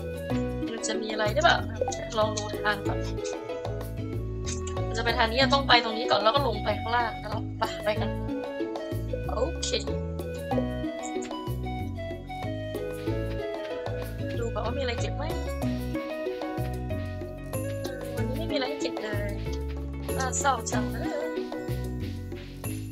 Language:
Thai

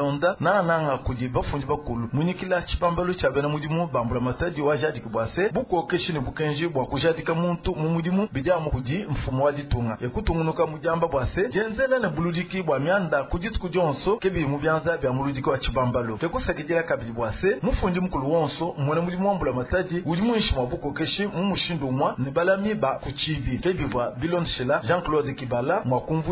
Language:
Luba-Lulua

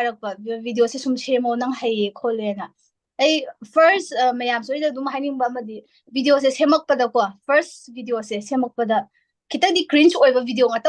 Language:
Manipuri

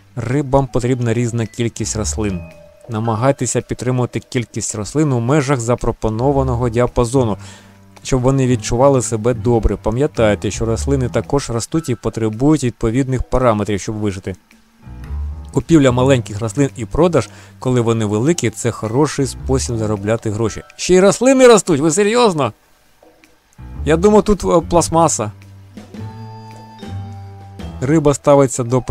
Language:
Ukrainian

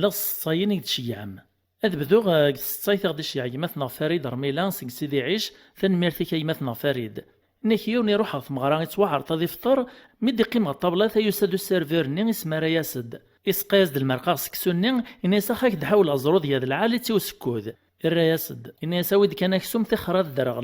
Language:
Kabyle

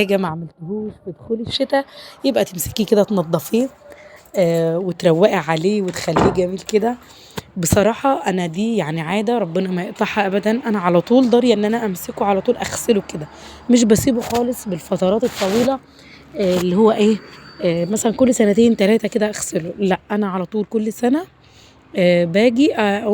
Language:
Egyptian Arabic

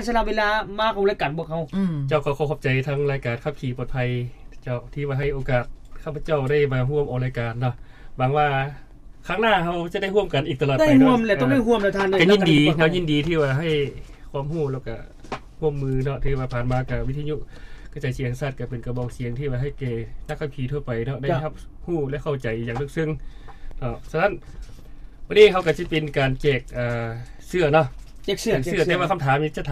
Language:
Lao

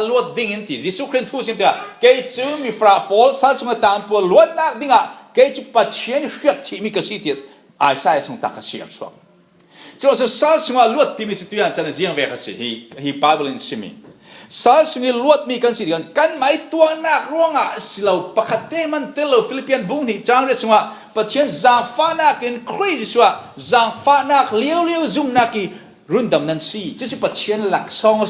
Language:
Falam Chin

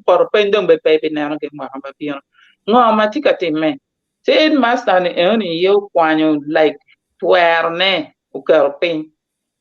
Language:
Acoli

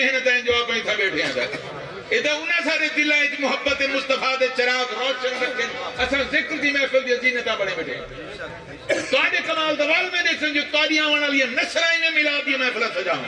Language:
Saraiki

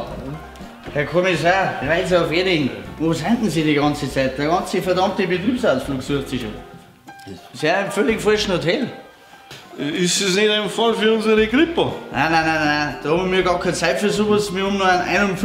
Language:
Bavarian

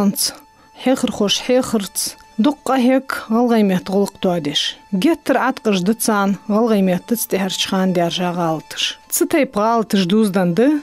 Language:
Ingush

